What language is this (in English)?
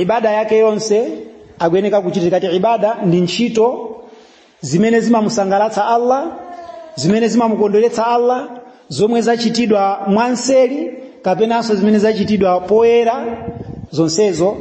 Nyanja